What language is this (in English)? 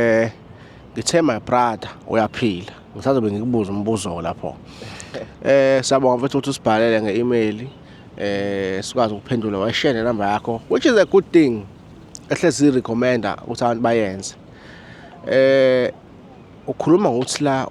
Zulu